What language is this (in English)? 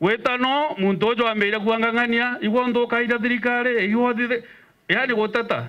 Meru